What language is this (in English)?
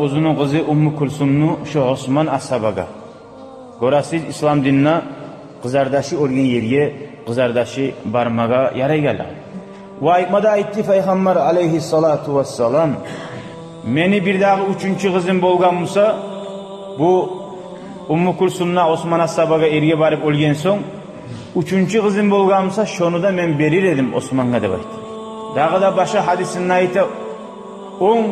Kumyk